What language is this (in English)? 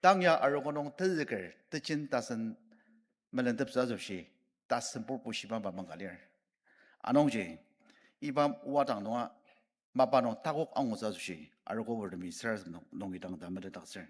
Ao Naga